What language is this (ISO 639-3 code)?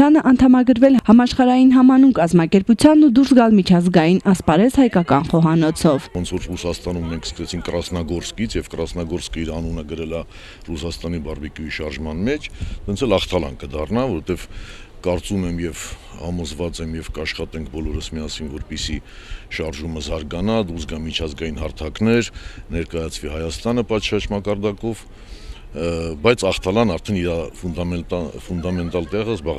hye